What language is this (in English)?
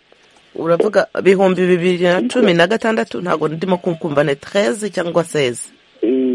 Kinyarwanda